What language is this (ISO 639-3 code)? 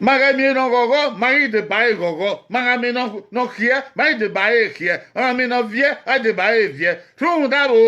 bin